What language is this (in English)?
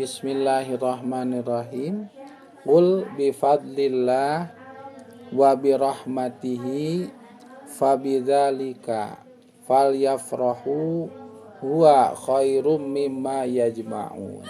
Sundanese